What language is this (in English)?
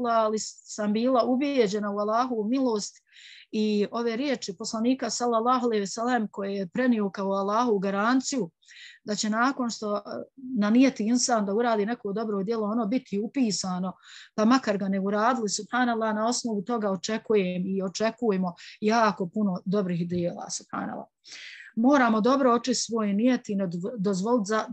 Bosnian